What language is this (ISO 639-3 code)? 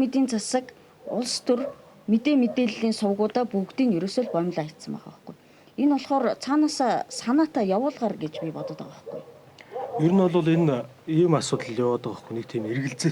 mon